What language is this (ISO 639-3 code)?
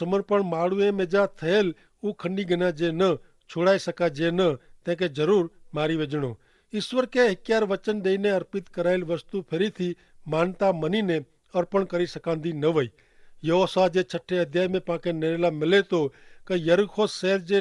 kfr